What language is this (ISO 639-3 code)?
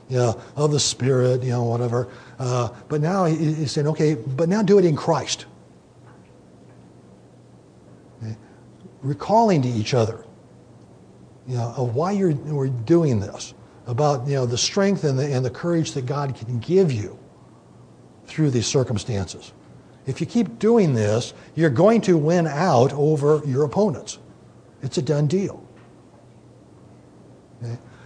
eng